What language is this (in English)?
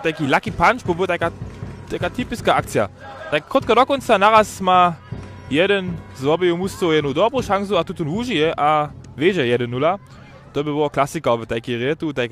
Upper Sorbian